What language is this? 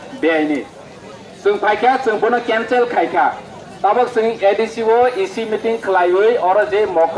Riang (India)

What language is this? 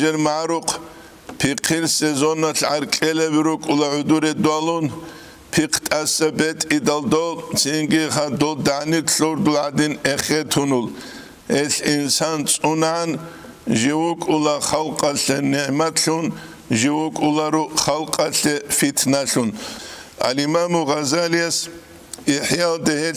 Avaric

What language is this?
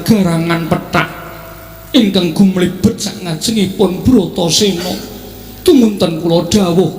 Javanese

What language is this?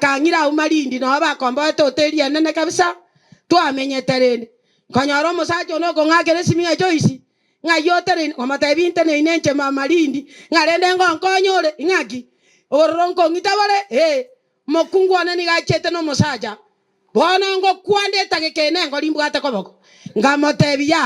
Gusii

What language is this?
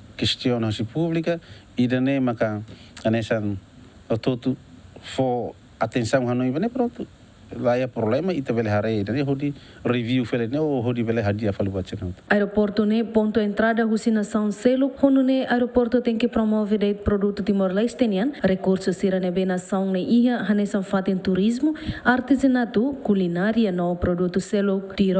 Tetum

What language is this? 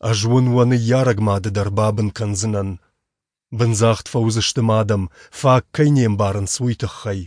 Ossetic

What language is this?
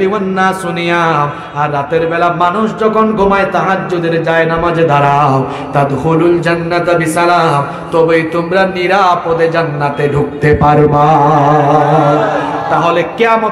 Bangla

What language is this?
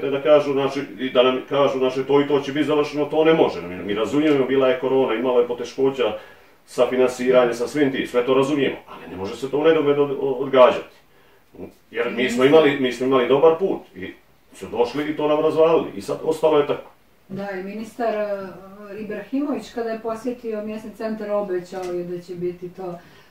Bosnian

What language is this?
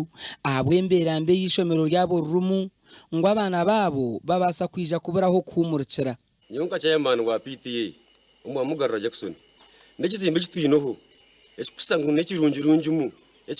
Nyankole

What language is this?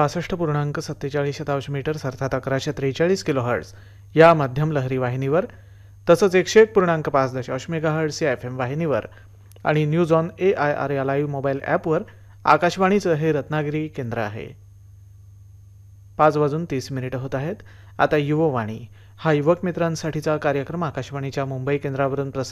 Marathi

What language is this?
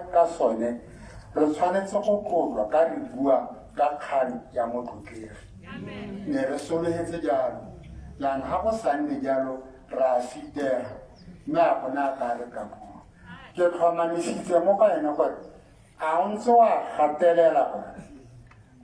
Tswana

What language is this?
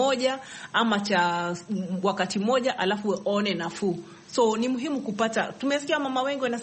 Swahili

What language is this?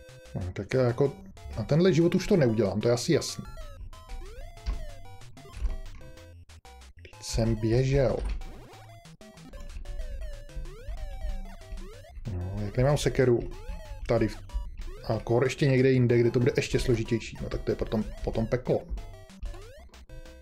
Czech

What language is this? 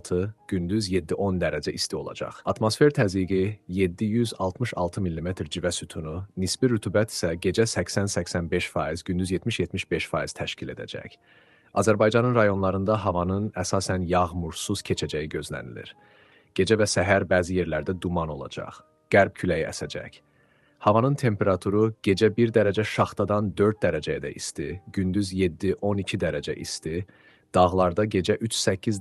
Azerbaijani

